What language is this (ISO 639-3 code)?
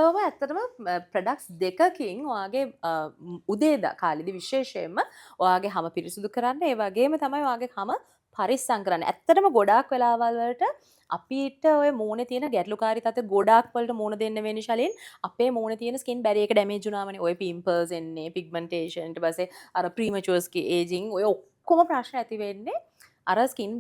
sin